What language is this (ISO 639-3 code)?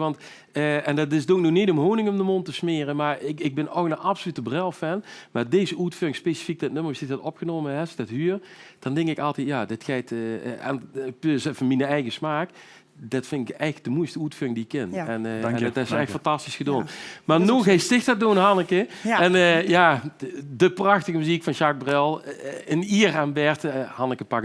lim